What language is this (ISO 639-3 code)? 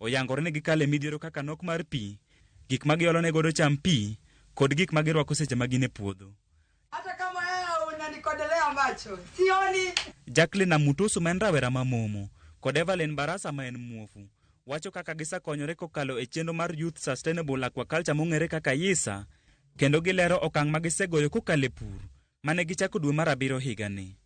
luo